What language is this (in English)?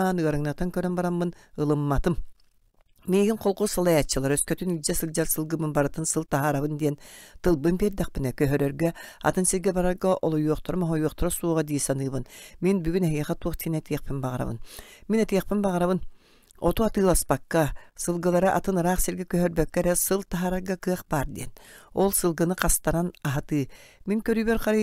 Yakut